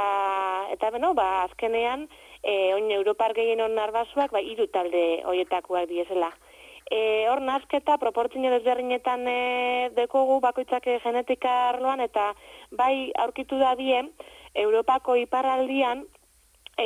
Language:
Basque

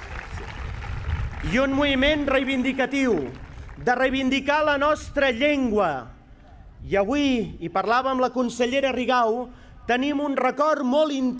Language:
Catalan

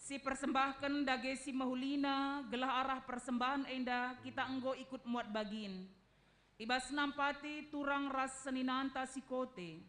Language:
Batak Karo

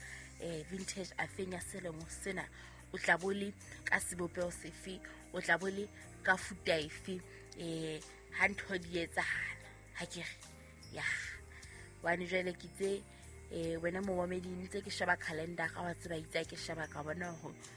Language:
Southern Sotho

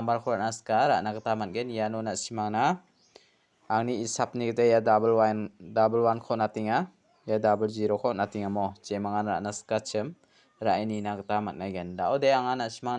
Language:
Garo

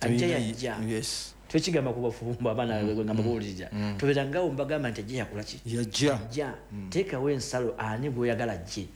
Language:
Ganda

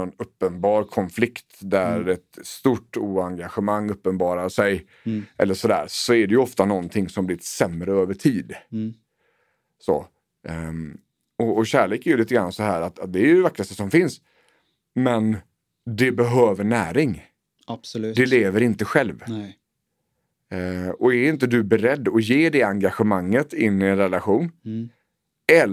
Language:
Swedish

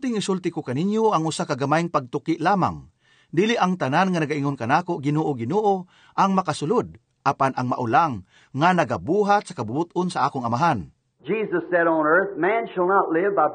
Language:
Cebuano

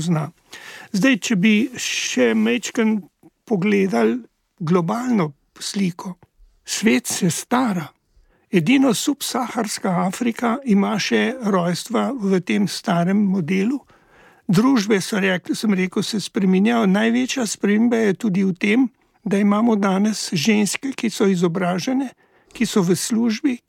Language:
Slovenian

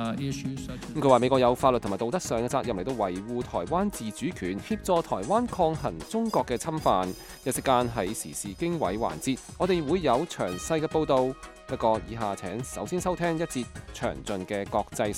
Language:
Cantonese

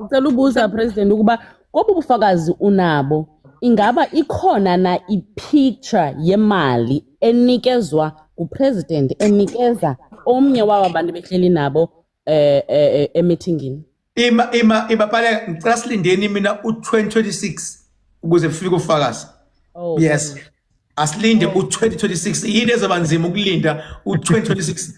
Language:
Zulu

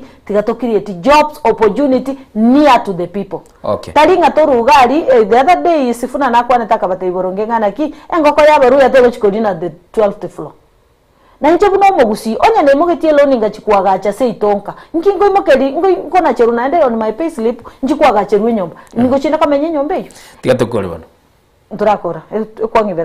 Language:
Gusii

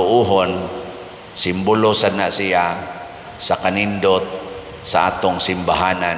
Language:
Cebuano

